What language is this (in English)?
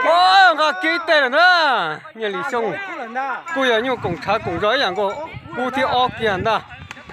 Hmong